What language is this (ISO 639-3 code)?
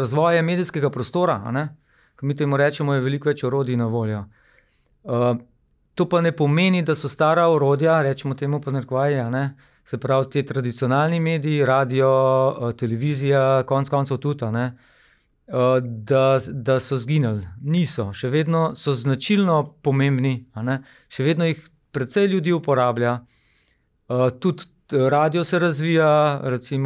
slv